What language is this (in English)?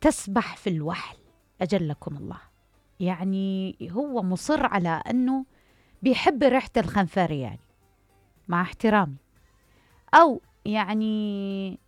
Mesopotamian Arabic